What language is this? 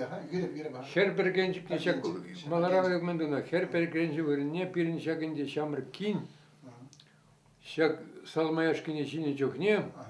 Chuvash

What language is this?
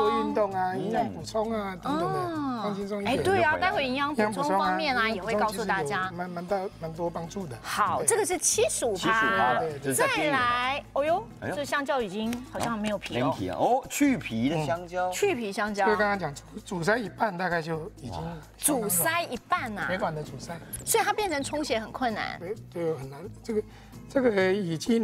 Chinese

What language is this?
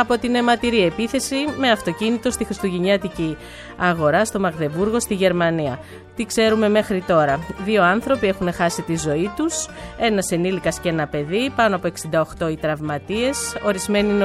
Greek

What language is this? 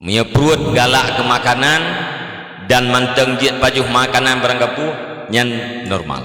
Achinese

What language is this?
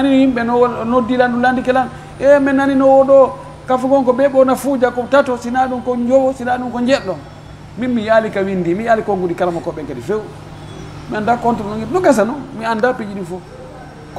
Pular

